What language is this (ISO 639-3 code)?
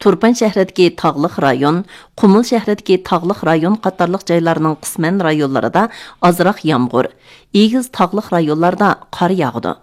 uig